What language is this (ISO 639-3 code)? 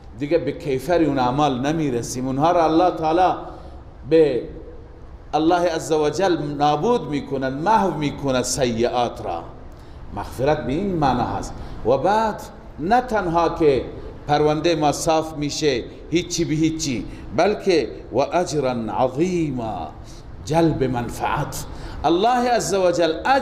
fas